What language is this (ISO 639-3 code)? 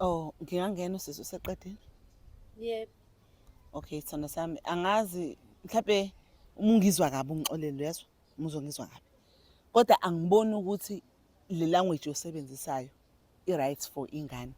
zul